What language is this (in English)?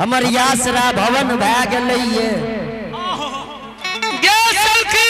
Angika